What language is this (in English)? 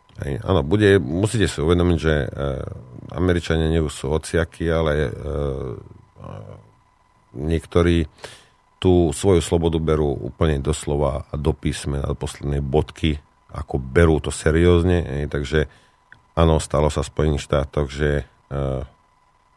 Slovak